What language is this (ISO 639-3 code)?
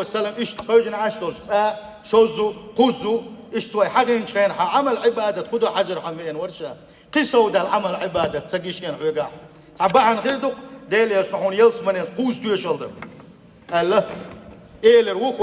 che